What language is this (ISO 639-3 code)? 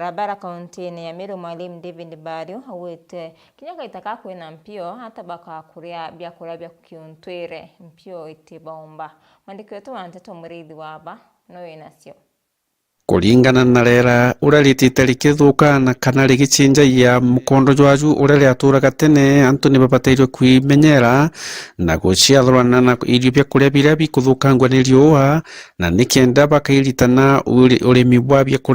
mer